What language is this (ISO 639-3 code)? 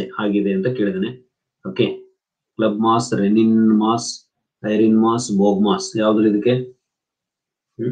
kan